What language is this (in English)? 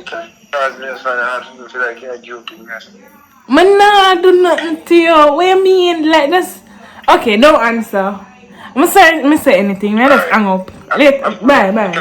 Jamaican Creole English